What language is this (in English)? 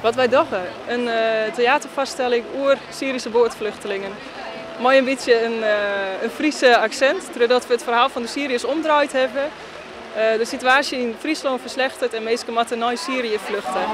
Western Frisian